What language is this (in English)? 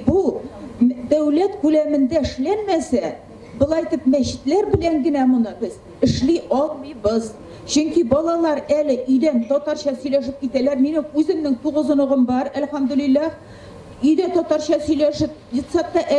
Tatar